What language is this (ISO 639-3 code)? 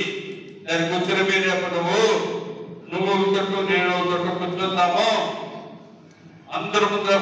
tel